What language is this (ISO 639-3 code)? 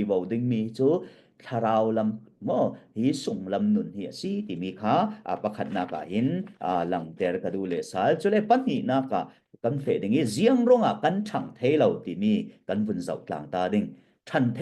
cfm